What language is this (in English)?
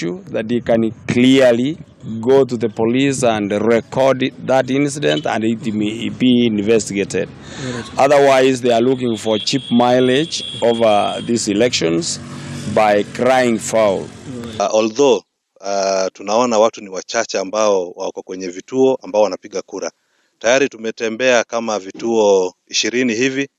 Kikuyu